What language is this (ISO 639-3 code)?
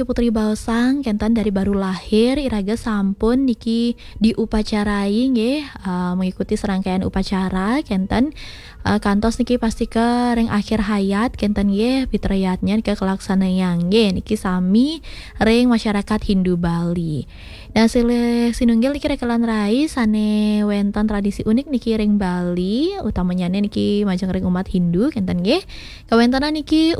ban